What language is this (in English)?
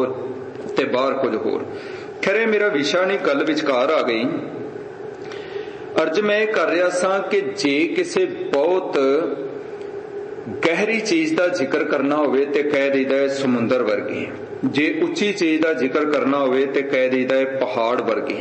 Punjabi